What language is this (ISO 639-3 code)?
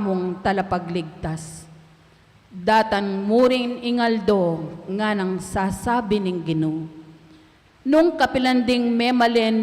pam